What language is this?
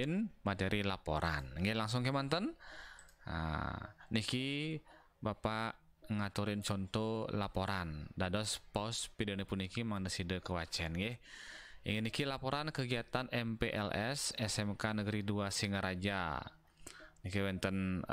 Balinese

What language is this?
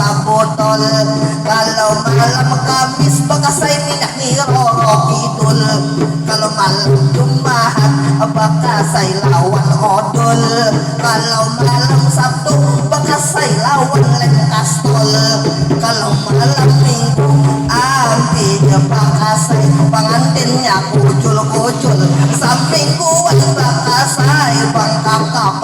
Banjar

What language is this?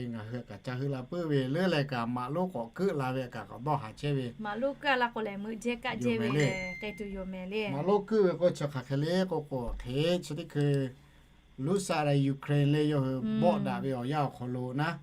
Lahu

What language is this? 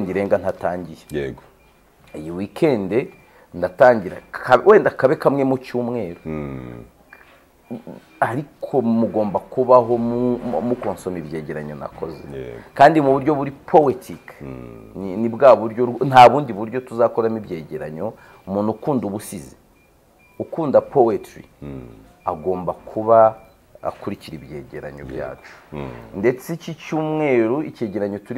Kinyarwanda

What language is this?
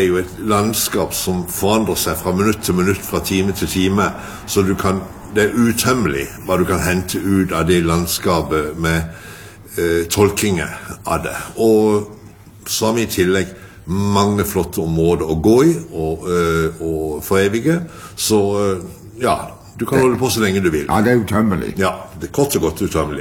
Norwegian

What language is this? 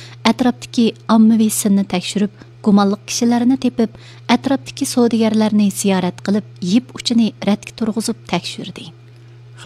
Uyghur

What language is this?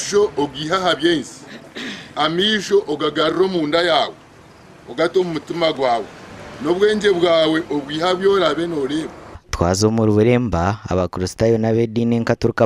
Nyankole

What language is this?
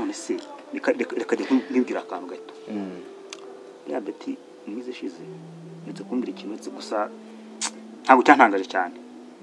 Kinyarwanda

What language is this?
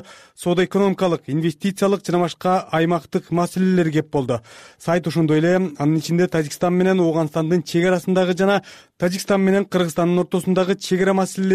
Kyrgyz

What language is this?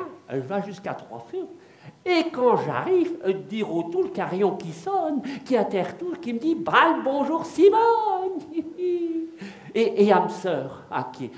Picard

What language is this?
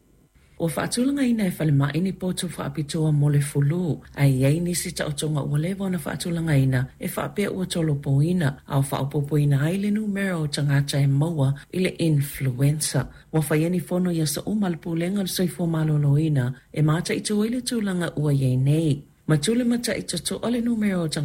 Samoan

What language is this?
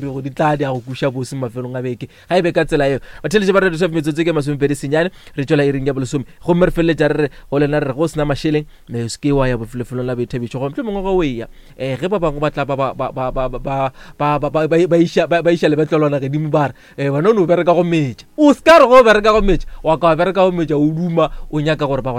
Northern Sotho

